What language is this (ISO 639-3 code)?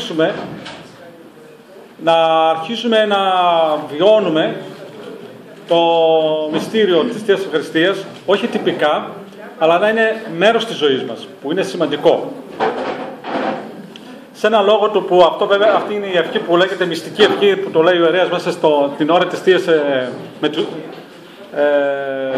ell